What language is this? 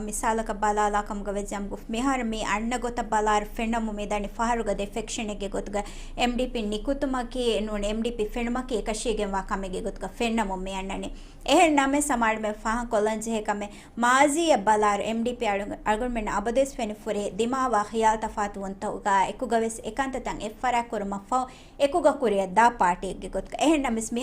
Divehi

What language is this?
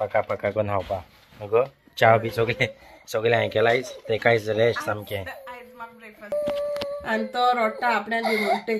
Konkani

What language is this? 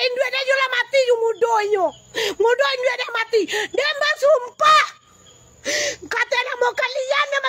Minangkabau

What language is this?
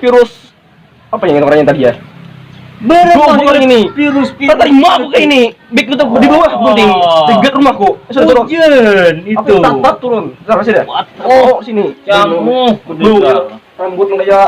Banjar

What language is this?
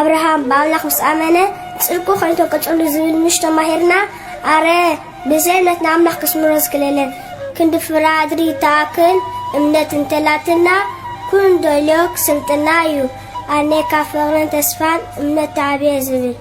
Tigrinya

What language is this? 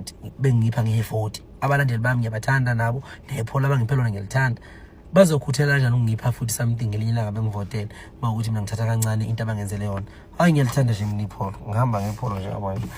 Zulu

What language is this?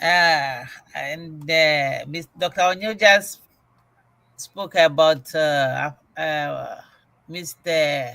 Ewe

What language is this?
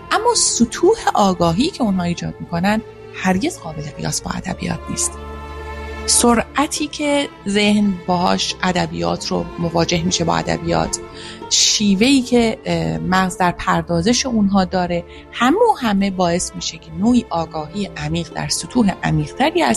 Persian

